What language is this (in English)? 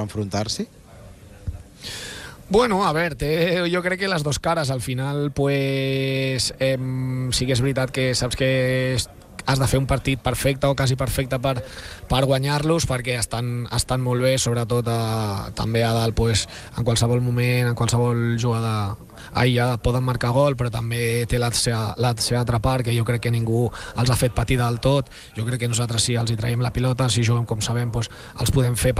Catalan